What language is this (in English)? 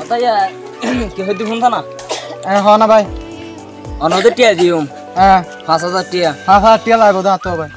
Rohingya